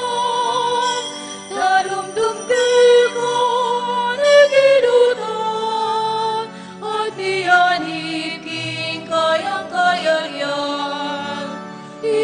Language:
Pampanga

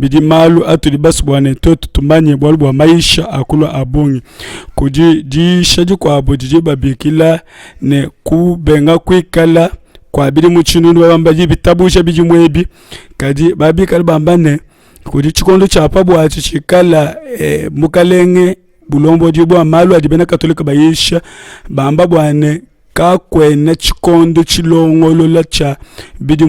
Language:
Luba-Lulua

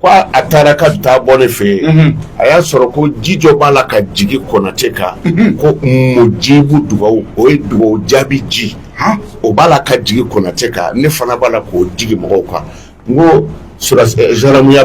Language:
Bambara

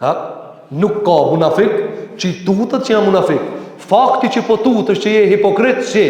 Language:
Albanian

